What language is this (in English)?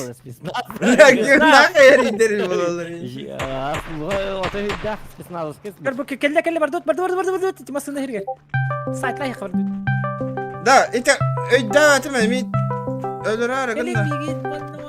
Yakut